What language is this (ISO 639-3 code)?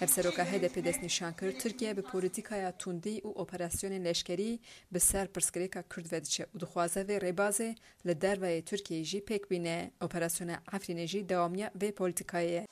kur